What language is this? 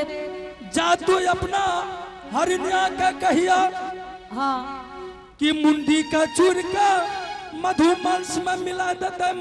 Angika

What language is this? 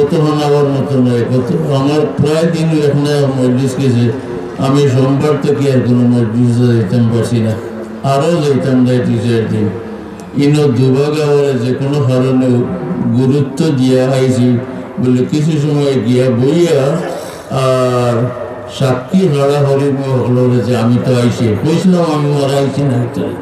Sylheti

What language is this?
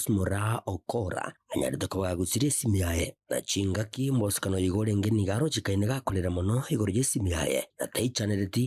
Gusii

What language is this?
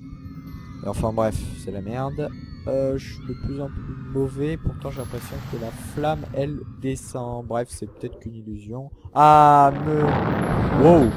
French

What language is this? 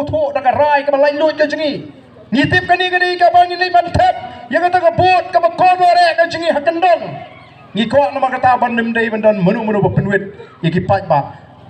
Khasi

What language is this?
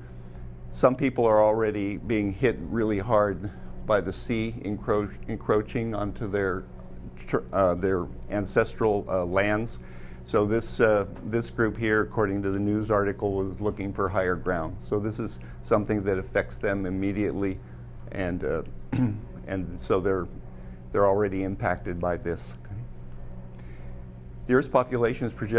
English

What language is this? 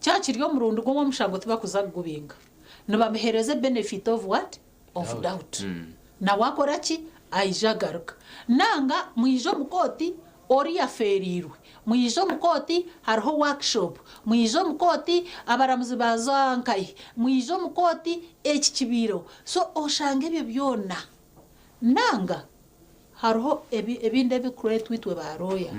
Nyankole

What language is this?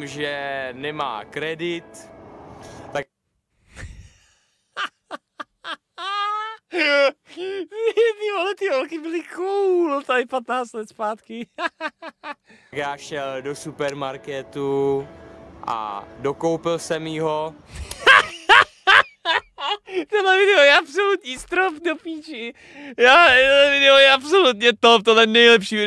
Czech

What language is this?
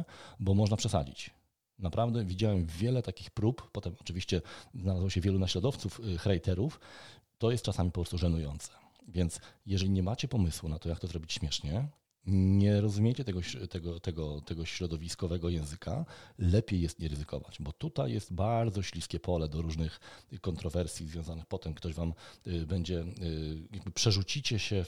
Polish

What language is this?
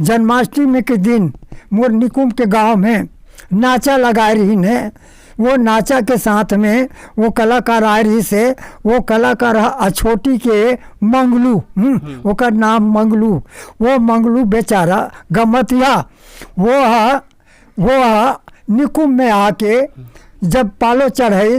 Chhattisgarhi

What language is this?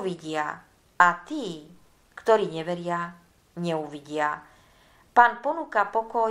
Slovak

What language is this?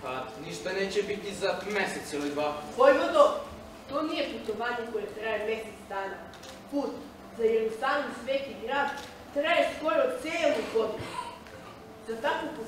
Serbian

